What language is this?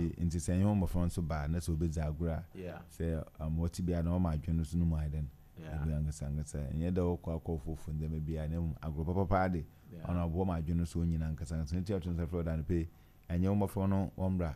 Akan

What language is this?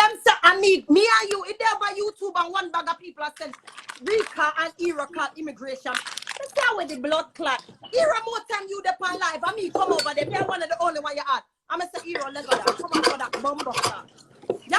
Jamaican Creole English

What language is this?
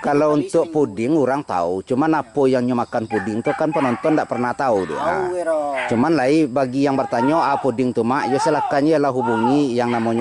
Minangkabau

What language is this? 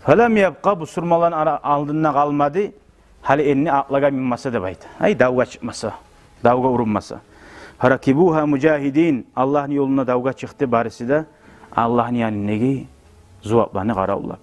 Kumyk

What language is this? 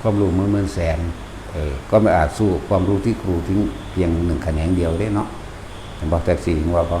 Northeastern Thai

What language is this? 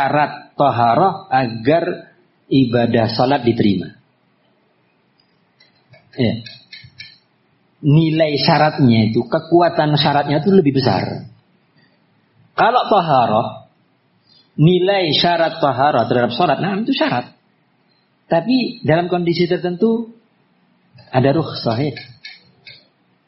Indonesian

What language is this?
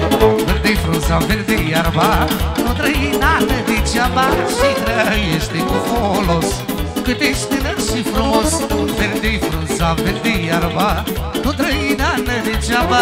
Romanian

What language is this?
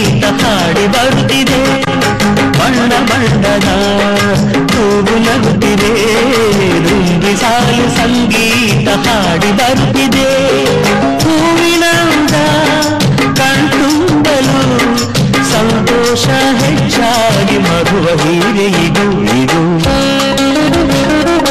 Kannada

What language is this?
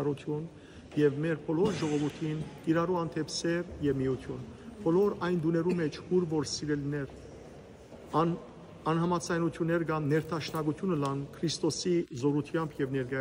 Western Armenian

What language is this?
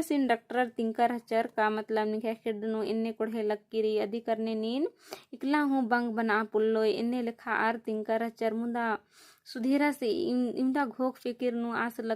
Kurukh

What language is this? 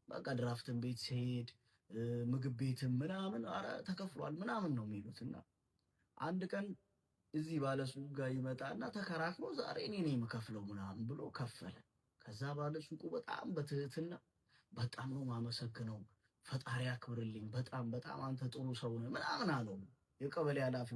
Amharic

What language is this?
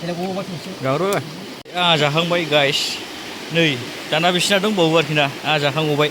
Bodo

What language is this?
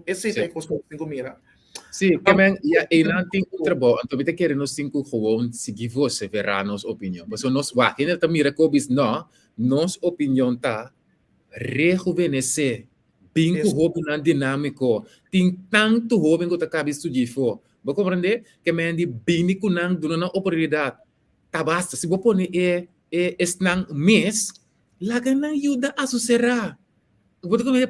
Papiamento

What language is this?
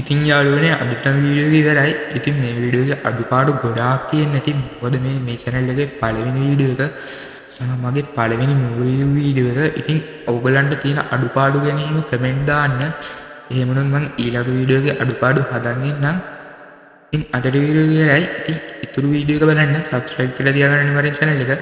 Sinhala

